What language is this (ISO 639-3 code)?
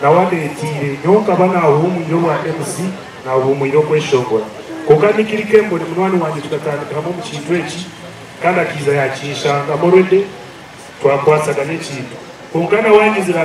nyn